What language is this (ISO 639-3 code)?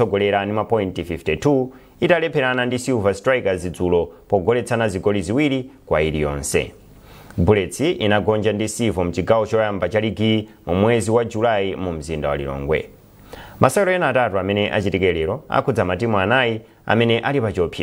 nya